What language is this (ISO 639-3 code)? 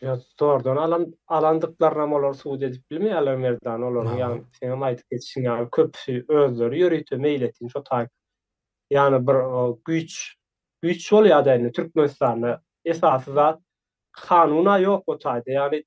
tuk